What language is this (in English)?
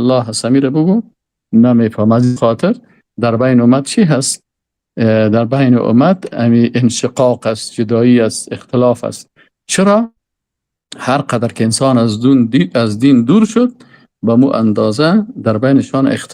Persian